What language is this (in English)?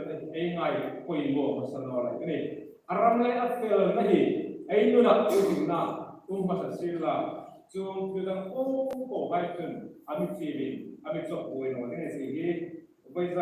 Hmar